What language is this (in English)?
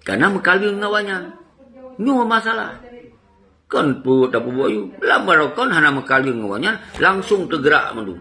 Achinese